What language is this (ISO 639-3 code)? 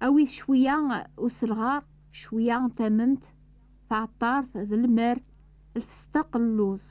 kab